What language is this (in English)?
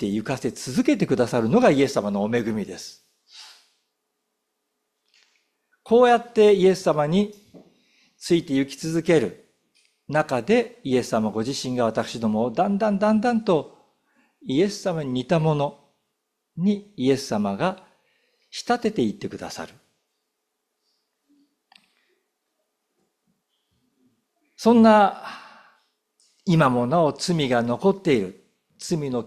Japanese